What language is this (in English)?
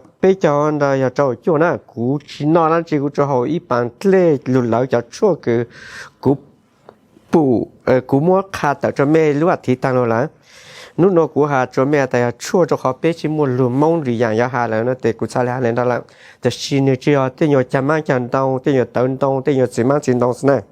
Hmong